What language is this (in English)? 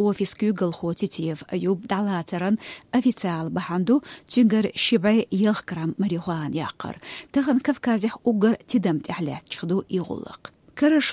Chechen